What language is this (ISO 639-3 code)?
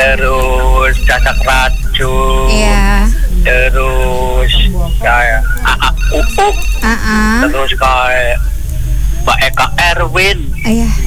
ind